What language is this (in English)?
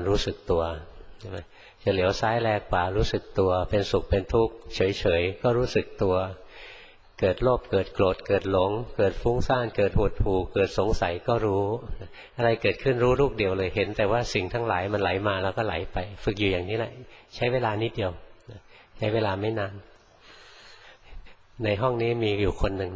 Thai